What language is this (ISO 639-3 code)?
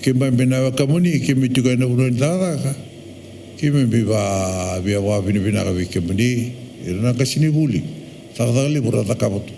fij